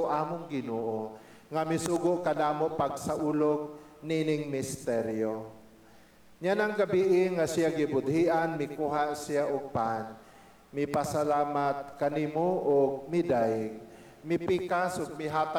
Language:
Cebuano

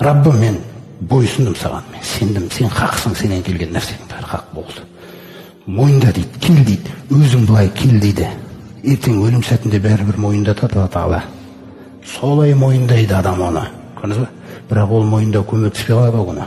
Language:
Kazakh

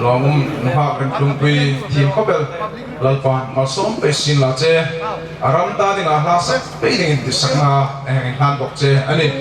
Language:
Hmar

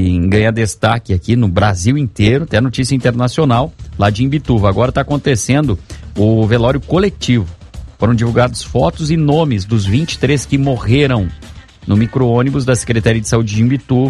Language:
Portuguese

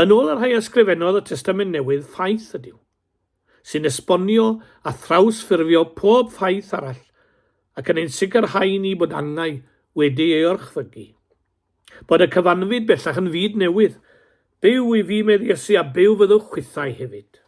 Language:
Welsh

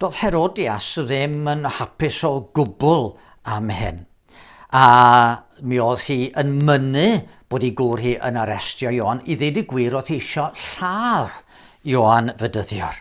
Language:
Welsh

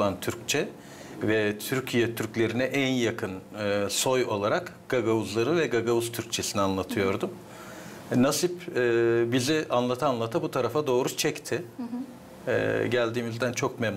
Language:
Gagauz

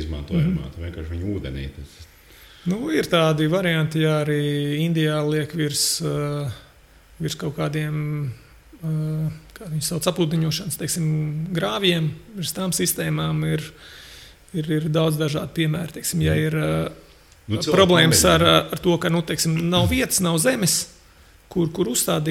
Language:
Latvian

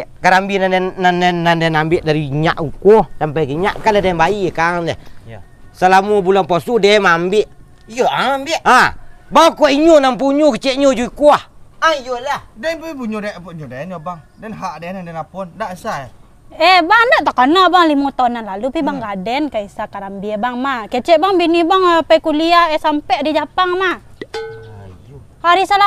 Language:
Minangkabau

